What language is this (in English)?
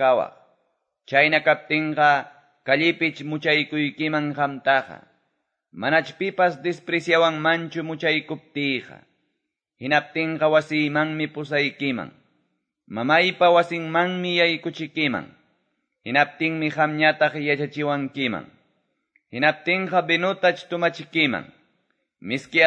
Quechua